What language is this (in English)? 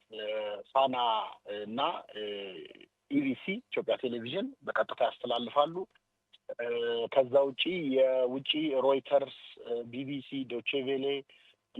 Amharic